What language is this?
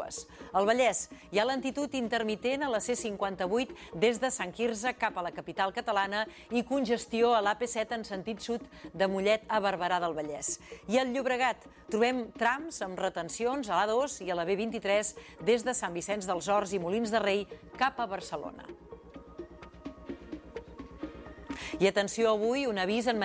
Catalan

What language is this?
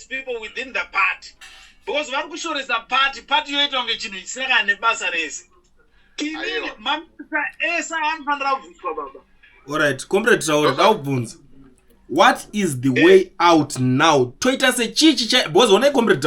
Shona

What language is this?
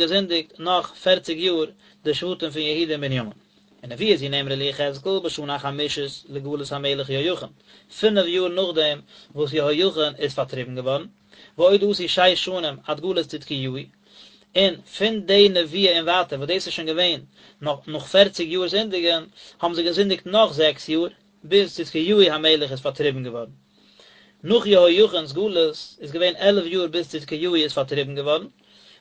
Yiddish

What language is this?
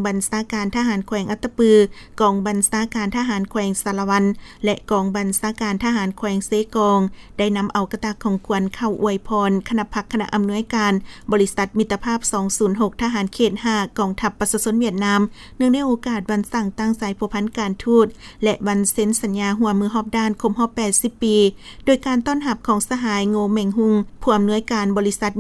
Lao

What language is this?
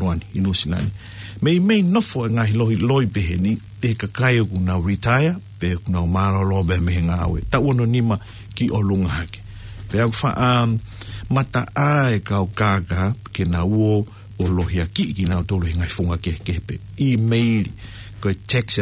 Tongan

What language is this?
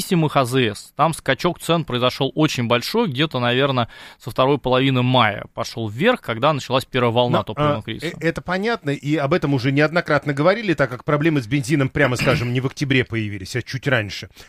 Russian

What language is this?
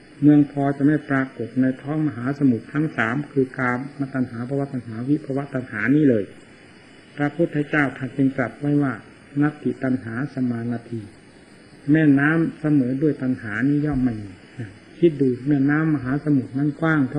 Thai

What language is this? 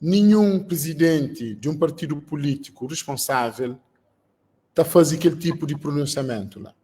Kabuverdianu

